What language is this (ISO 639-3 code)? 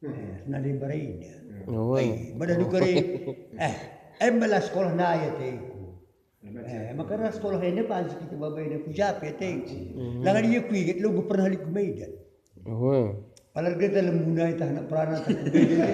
btx